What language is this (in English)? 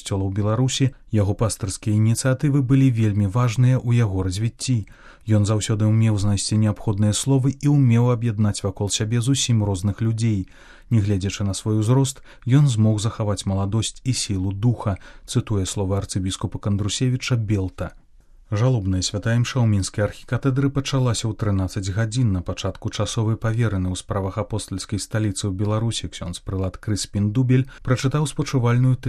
Belarusian